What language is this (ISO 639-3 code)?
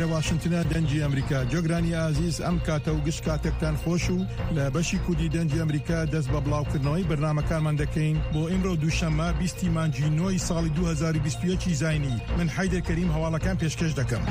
ckb